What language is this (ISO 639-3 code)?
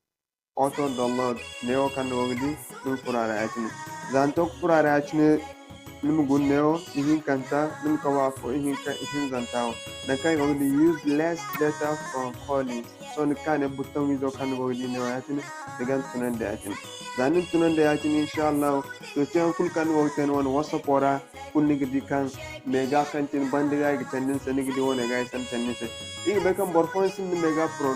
dje